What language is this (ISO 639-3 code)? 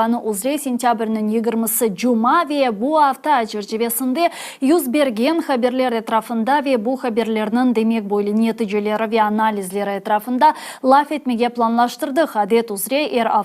crh